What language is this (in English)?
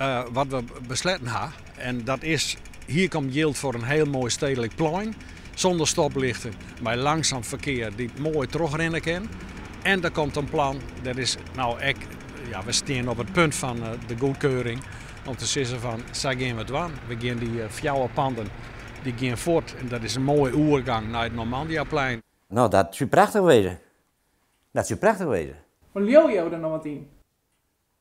Western Frisian